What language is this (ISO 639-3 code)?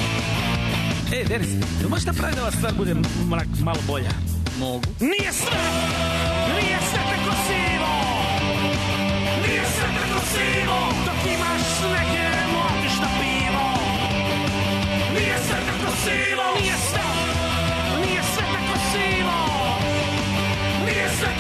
srp